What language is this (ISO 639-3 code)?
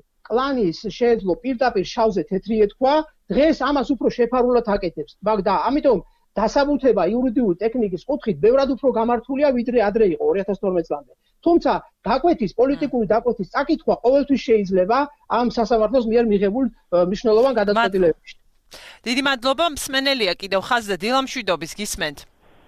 kat